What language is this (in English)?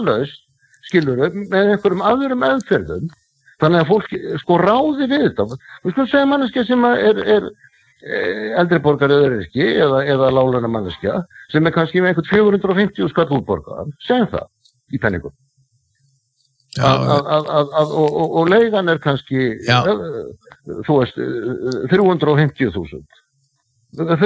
Icelandic